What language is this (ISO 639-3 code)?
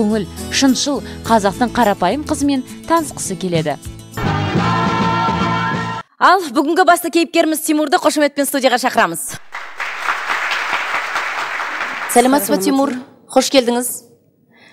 kaz